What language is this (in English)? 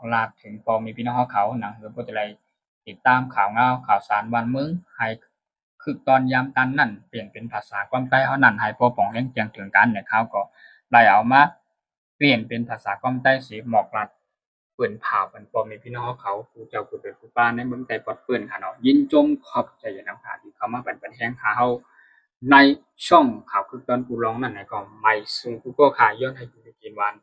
Shan